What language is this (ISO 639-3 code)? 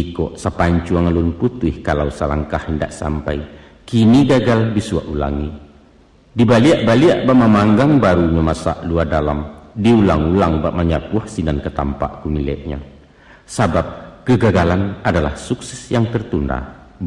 min